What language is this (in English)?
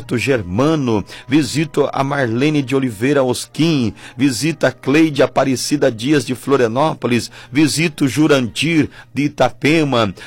Portuguese